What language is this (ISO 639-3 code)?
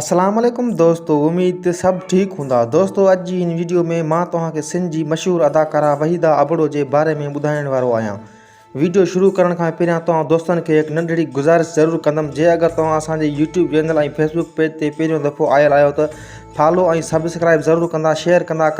snd